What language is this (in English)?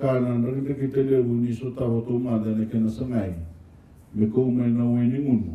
Fijian